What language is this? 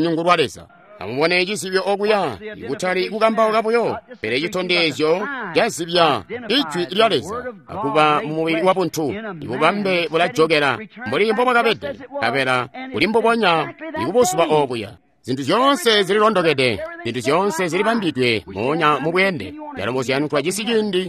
Tonga (Zambia)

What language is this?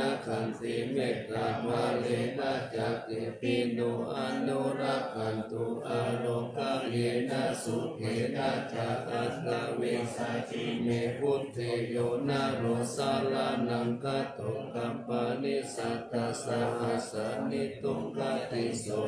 Pali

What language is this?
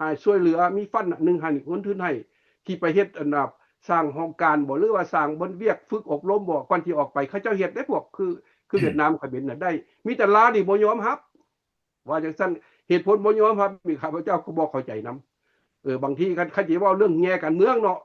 Lao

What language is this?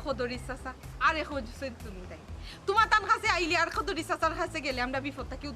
Sylheti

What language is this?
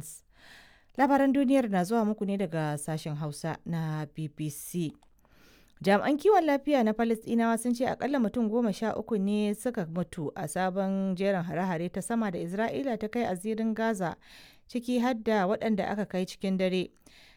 Hausa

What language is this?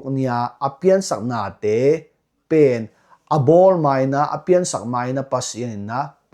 Tedim Chin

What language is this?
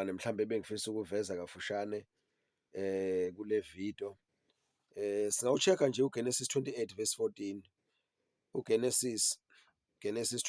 Zulu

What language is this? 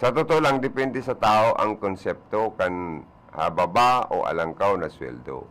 Bikol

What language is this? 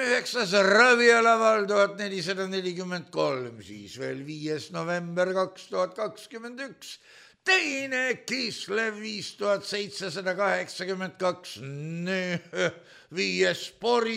Estonian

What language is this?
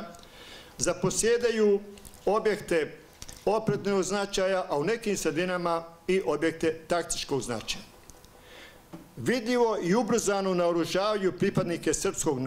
Bosnian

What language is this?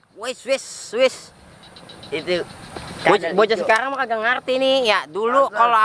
Betawi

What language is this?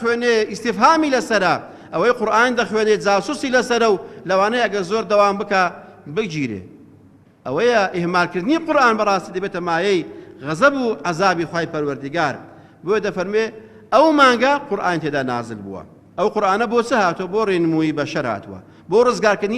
Central Kurdish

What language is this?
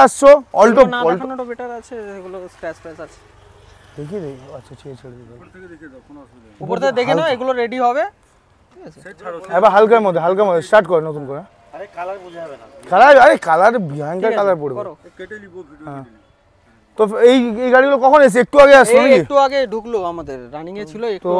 Bangla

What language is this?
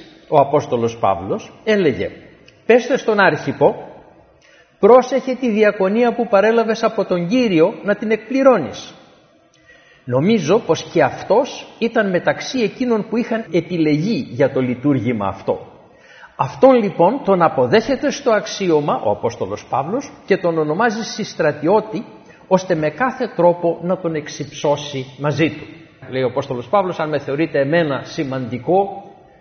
Greek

